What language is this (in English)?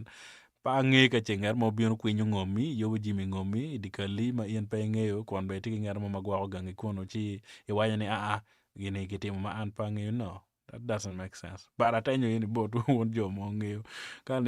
Acoli